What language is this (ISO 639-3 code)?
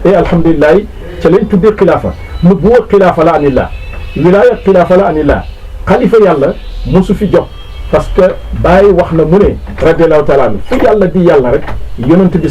wol